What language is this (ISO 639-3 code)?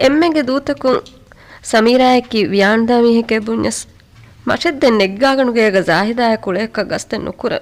div